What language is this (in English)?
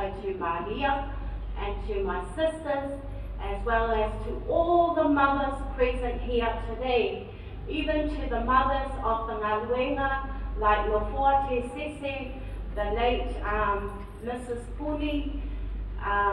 Samoan